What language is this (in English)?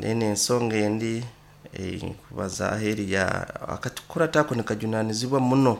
Nyoro